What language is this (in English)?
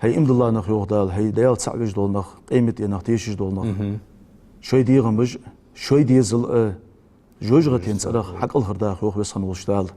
Ingush